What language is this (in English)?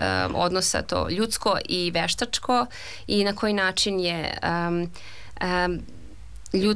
Serbian